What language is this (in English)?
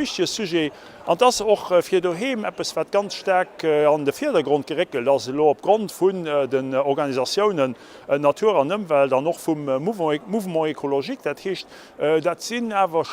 Luxembourgish